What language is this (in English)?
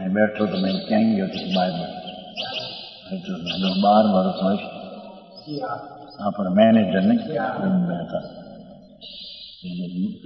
Gujarati